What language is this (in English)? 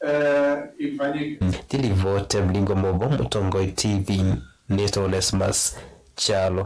Kamba